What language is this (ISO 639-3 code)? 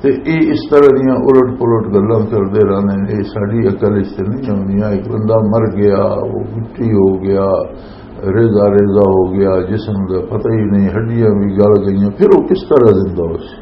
lah